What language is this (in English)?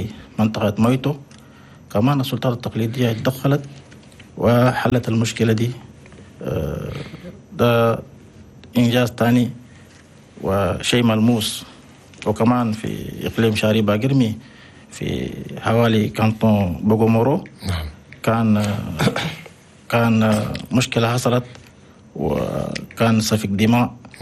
Chadian Arabic